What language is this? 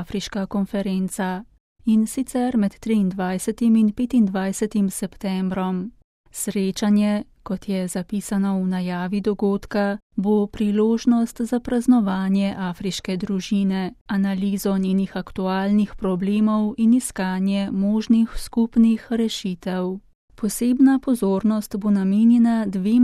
Slovenian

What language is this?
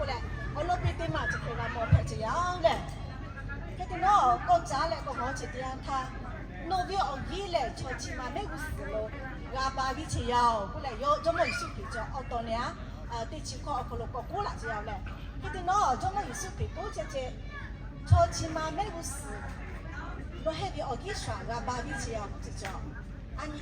Lahu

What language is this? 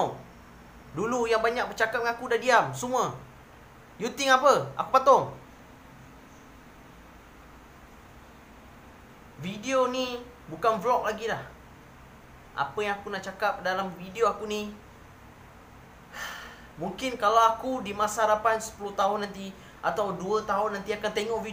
Malay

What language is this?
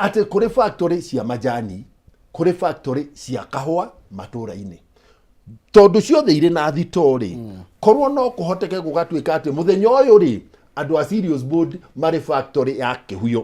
Kikuyu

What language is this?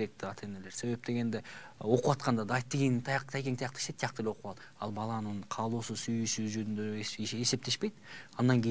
Kyrgyz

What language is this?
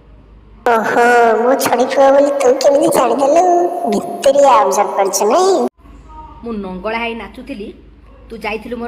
Odia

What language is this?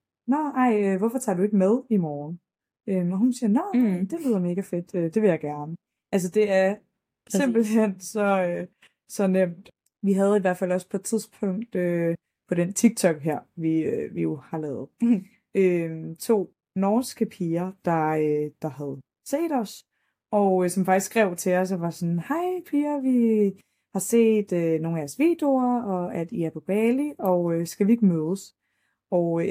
Danish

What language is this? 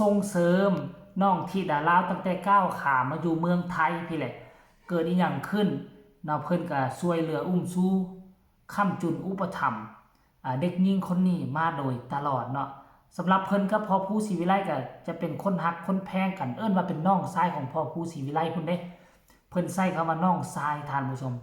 Northeastern Thai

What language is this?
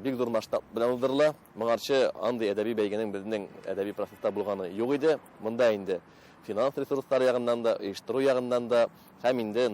Tatar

